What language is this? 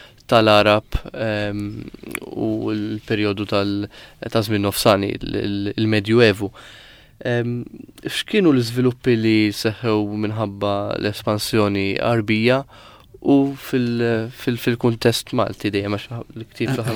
Maltese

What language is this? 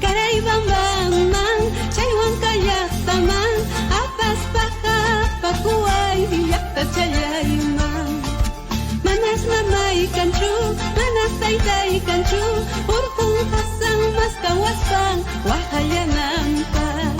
Ayacucho Quechua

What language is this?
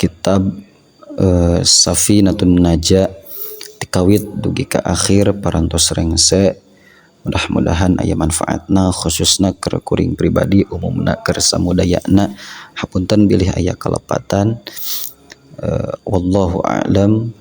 Sundanese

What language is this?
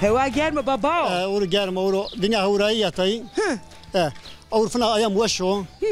Zaza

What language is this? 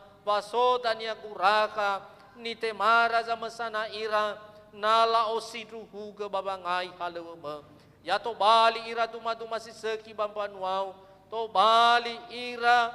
Nias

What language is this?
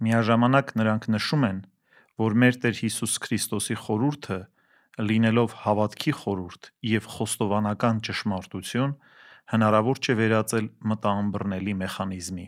Armenian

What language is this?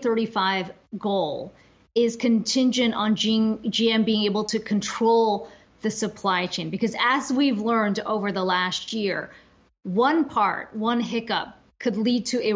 English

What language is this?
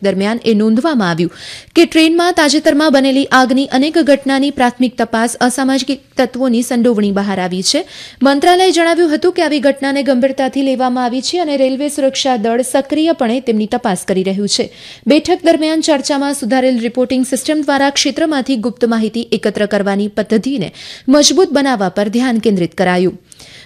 Gujarati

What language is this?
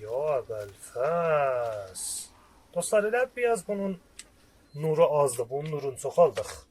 South Azerbaijani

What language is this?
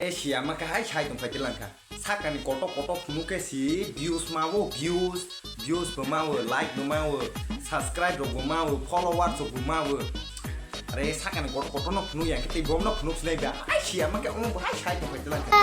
Kok Borok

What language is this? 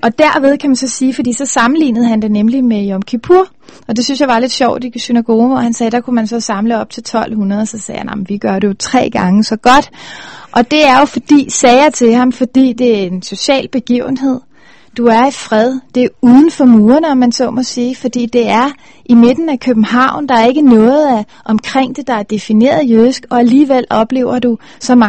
Danish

